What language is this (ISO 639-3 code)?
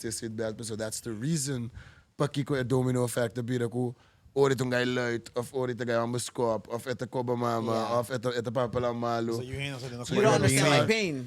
pap